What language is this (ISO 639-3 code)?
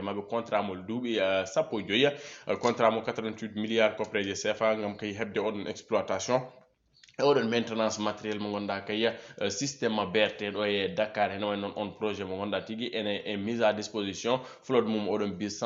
ful